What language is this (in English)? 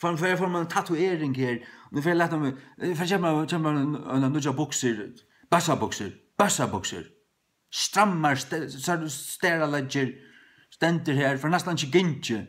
Faroese